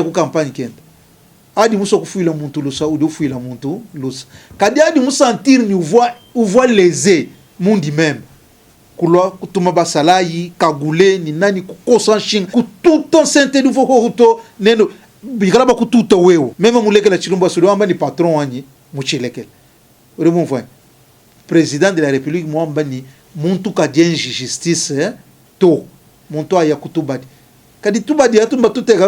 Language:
Luba-Lulua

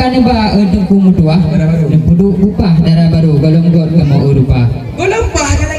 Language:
Achinese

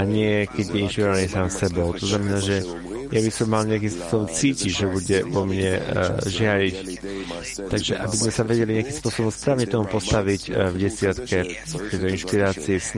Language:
Slovak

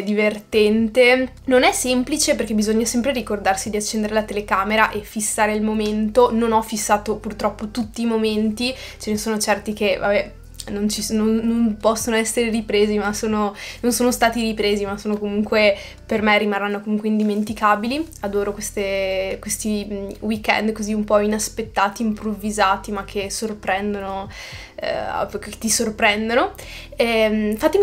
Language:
Italian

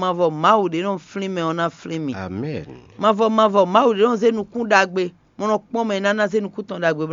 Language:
Fon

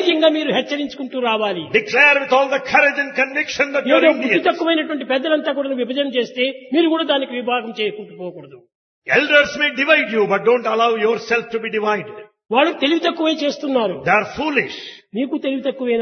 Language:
Telugu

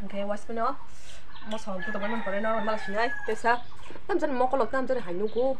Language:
Kok Borok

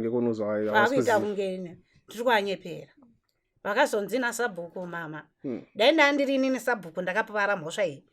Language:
Shona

